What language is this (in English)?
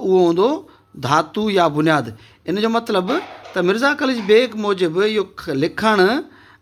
Sindhi